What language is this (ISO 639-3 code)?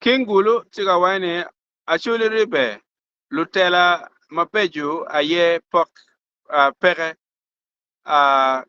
ach